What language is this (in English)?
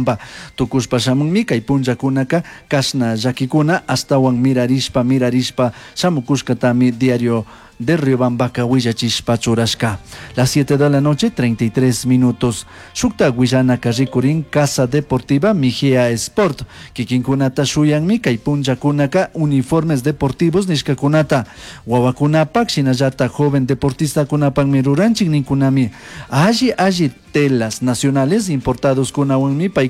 Chimborazo Highland Quichua